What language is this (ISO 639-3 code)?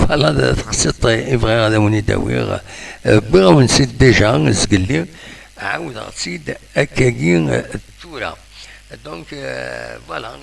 kab